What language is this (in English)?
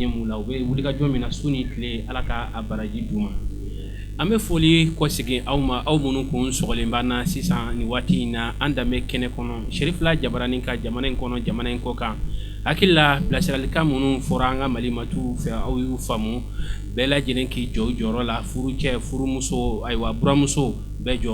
Bambara